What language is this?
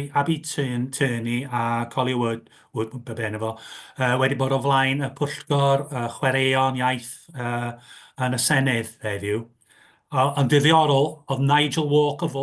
Welsh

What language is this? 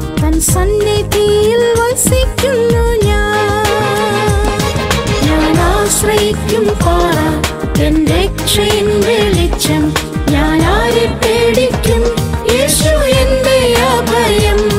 Malayalam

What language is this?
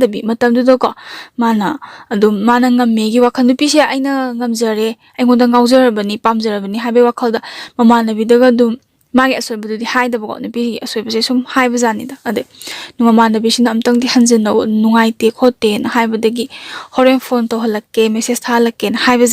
Manipuri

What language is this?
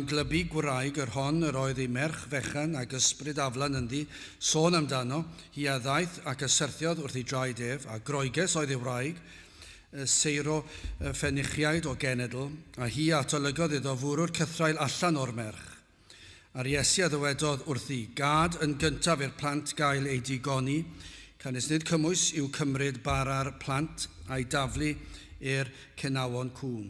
Welsh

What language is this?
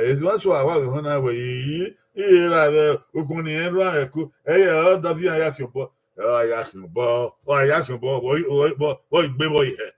Bini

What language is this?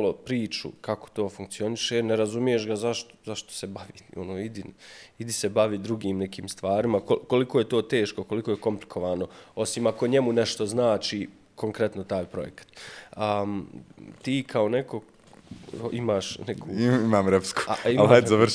Bosnian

